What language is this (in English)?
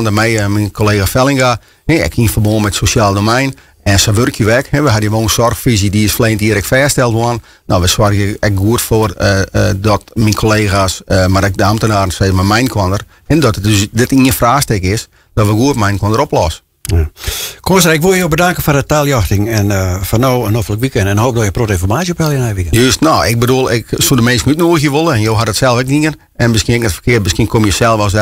Western Frisian